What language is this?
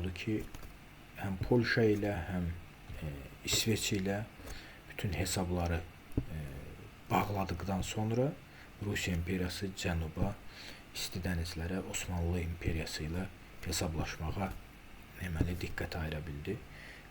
Azerbaijani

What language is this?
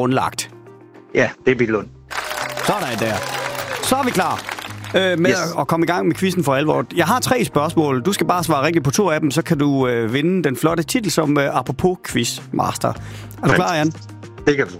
Danish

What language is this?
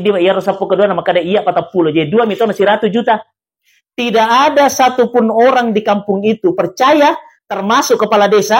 Buginese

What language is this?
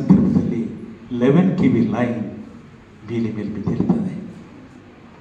Kannada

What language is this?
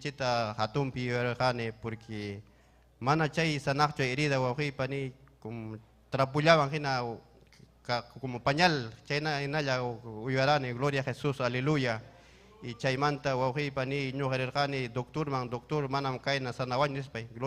Ayacucho Quechua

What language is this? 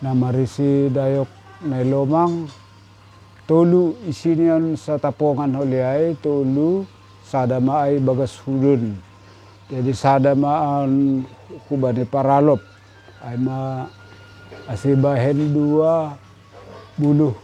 Batak Simalungun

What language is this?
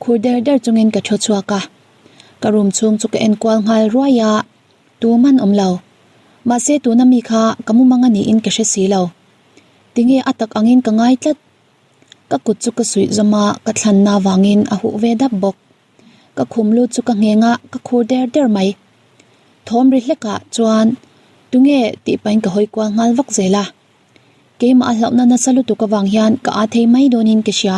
Mizo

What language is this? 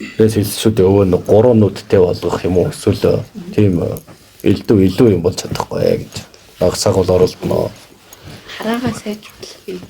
Mongolian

